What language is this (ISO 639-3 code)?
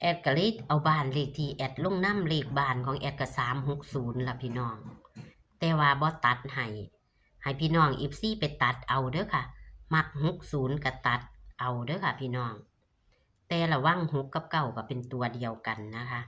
tts